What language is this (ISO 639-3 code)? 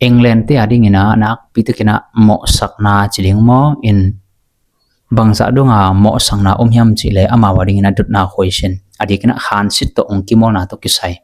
ctd